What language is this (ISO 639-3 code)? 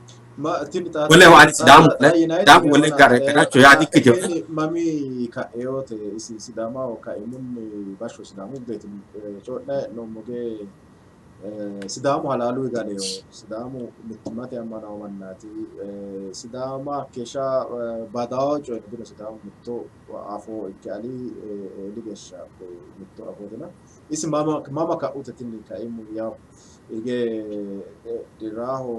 sid